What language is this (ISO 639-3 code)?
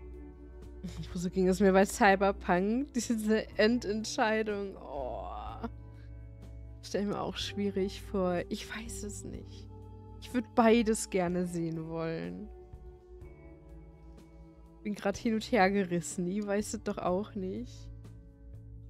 deu